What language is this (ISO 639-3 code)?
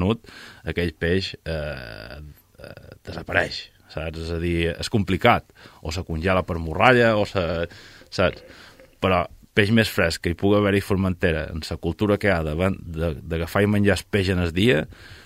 cat